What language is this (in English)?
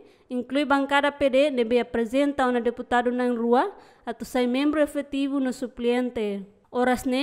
Tetum